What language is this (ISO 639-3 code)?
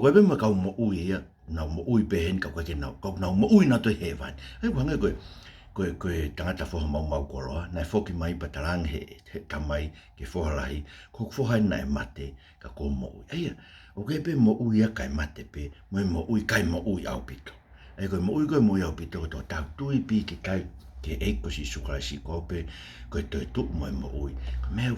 ton